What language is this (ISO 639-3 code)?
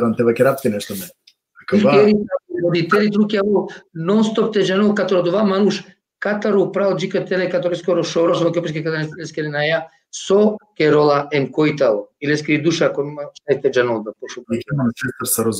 rmn